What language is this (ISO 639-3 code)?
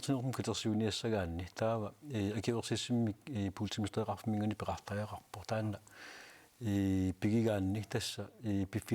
kal